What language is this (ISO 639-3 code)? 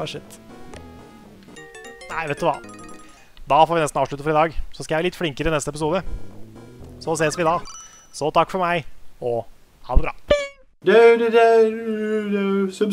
nor